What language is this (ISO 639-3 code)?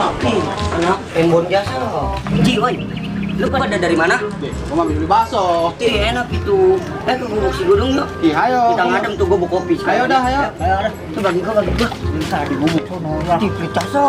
bew